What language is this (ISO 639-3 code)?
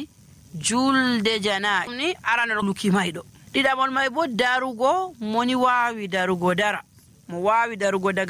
fuv